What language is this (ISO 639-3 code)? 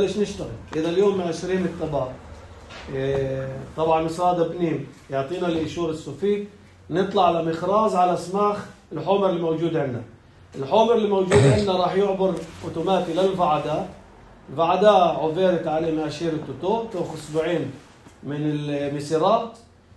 apc